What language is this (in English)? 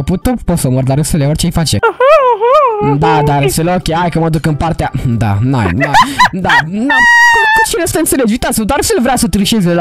Romanian